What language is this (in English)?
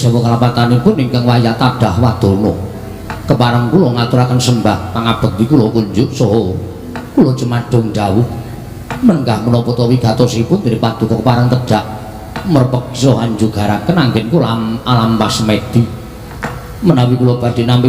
Javanese